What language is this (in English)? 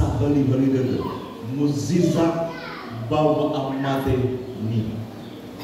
Nias